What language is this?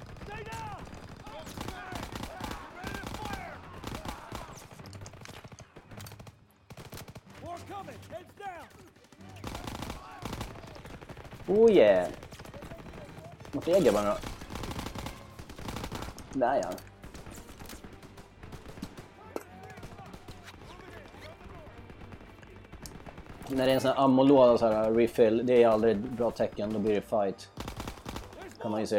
Swedish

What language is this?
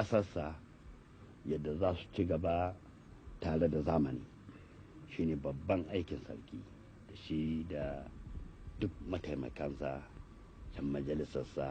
Hausa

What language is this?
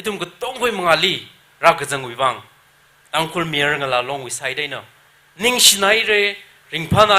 Tangkhul Naga (India)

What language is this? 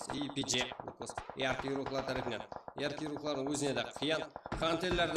Kara-Kalpak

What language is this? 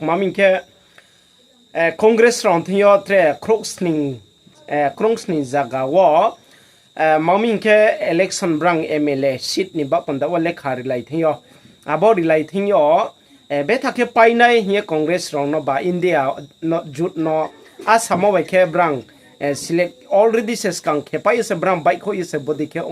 Riang (India)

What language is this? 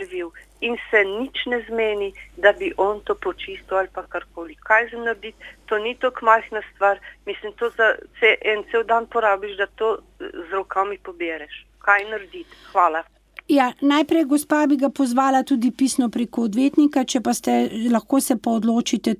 Slovenian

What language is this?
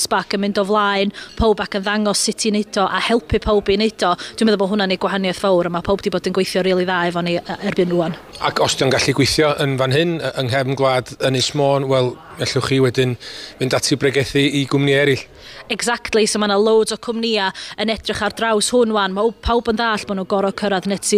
Welsh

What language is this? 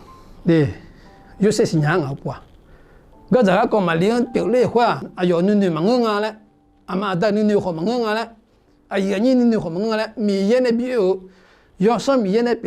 Akha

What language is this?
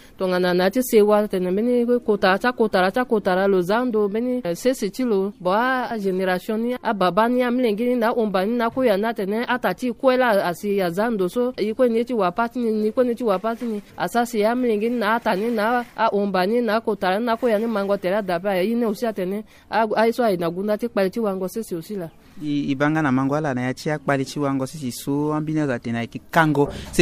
Sango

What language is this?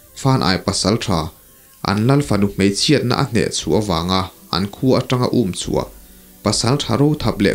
Mizo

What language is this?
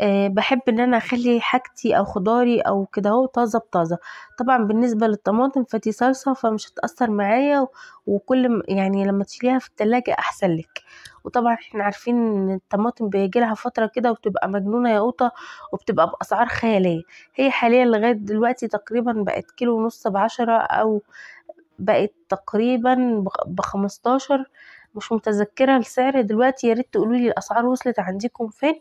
Egyptian Arabic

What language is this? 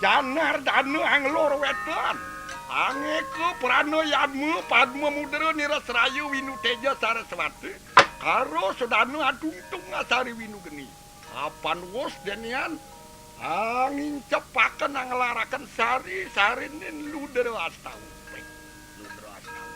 Balinese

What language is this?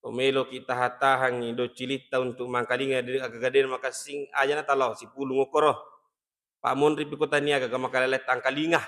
Buginese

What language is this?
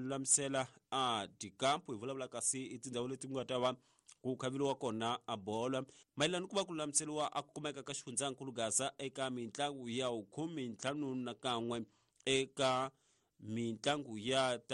Tsonga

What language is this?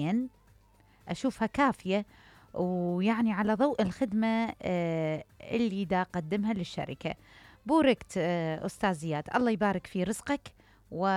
Mesopotamian Arabic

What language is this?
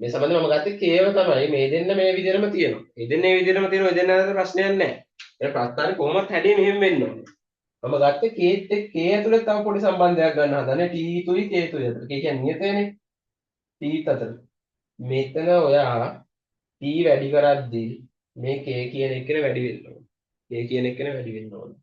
Sinhala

